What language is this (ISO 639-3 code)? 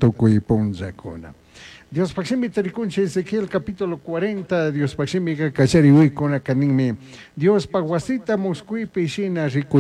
qug